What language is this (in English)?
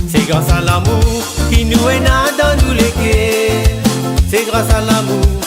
Morisyen